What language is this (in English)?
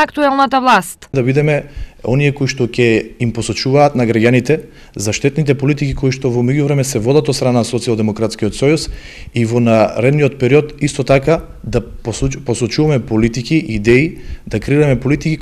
Macedonian